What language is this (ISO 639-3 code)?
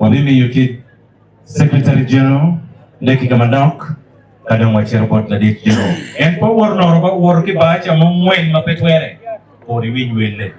ach